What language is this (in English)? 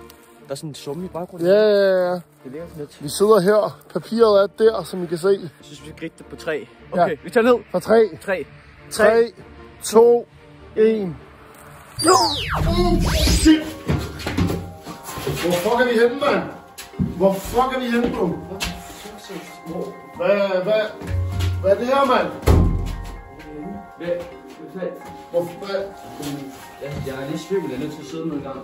Danish